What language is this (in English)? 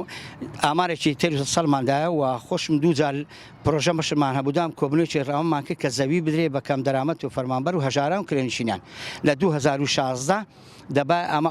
Central Kurdish